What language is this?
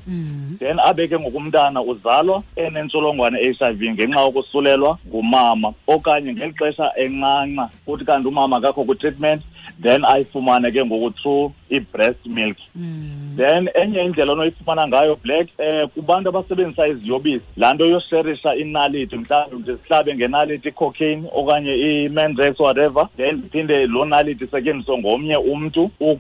Xhosa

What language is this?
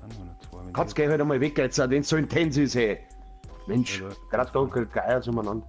Bavarian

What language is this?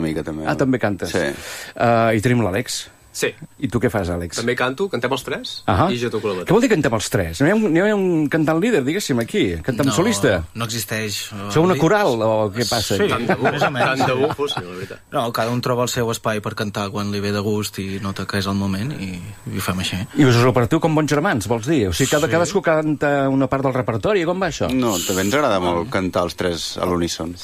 Catalan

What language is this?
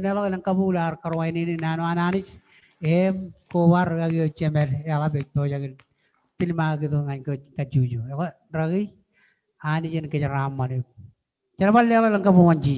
Marshallese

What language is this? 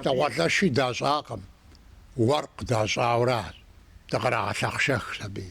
Kabardian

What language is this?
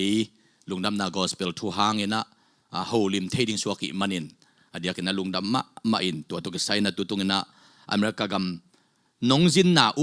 Tedim Chin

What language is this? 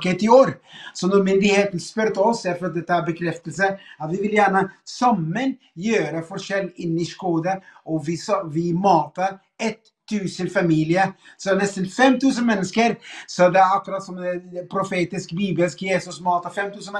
Norwegian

